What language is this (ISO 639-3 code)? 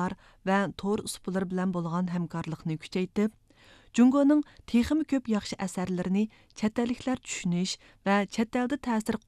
uig